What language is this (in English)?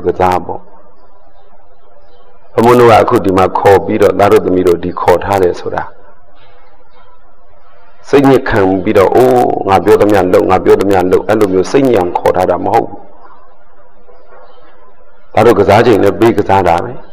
Burmese